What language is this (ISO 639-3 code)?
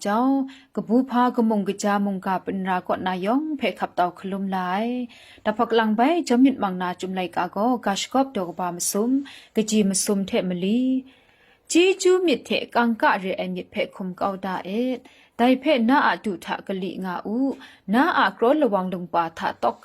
kac